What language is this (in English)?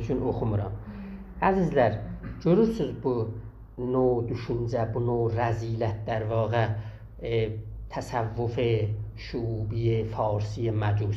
South Azerbaijani